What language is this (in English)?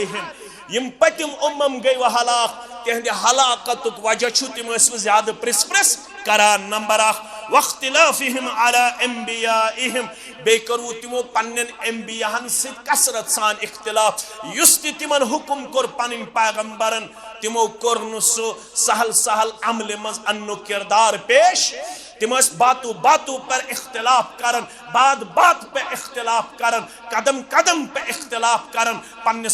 Kashmiri